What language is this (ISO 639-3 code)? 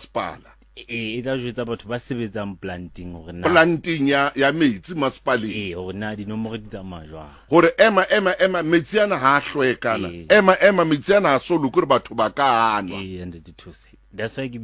sot